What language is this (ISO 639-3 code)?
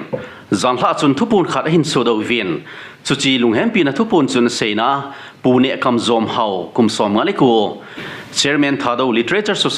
tcz